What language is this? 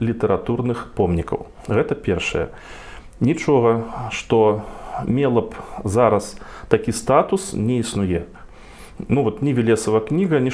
Belarusian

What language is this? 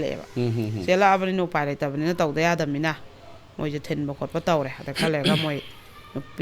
Manipuri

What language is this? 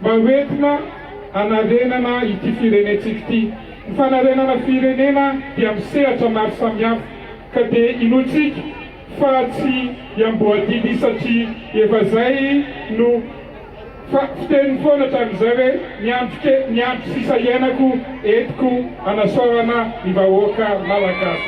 Malagasy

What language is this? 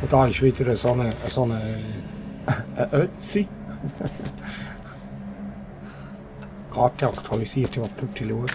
Swiss German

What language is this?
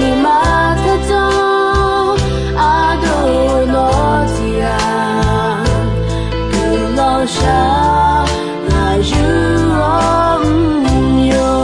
Akha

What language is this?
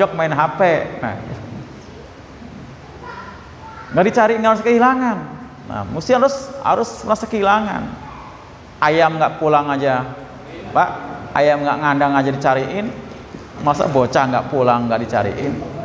Indonesian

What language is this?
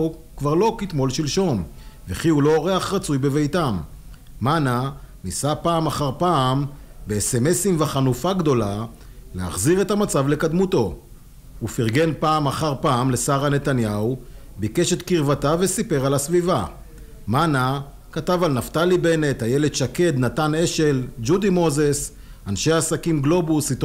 Hebrew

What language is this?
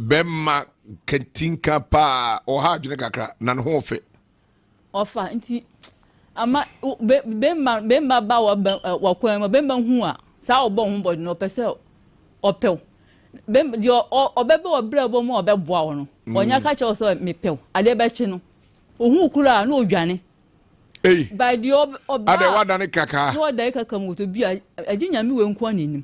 Akan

